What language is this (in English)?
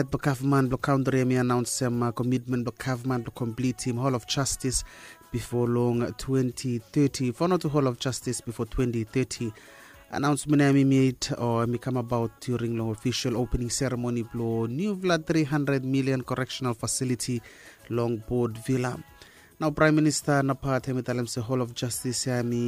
Bislama